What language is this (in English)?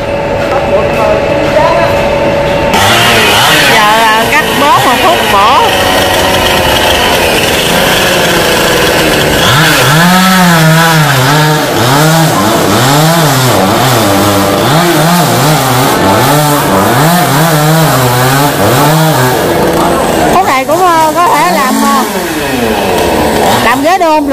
Vietnamese